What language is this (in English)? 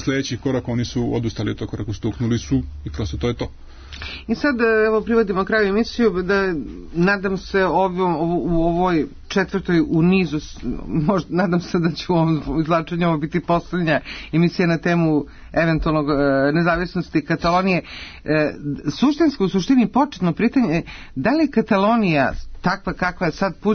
Serbian